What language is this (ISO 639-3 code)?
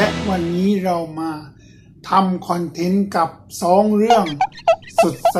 tha